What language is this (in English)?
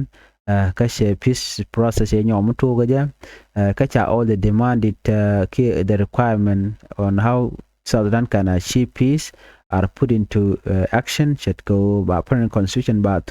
Nuer